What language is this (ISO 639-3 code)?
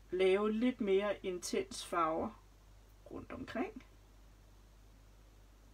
dan